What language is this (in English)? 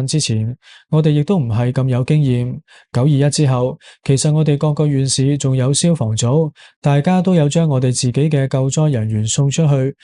Cantonese